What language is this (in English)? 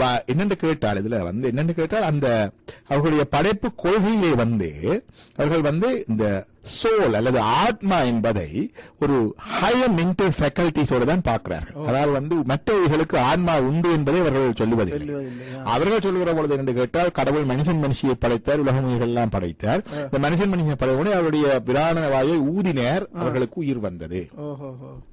Tamil